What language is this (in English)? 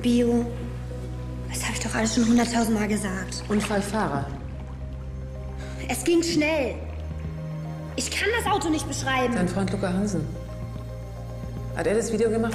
German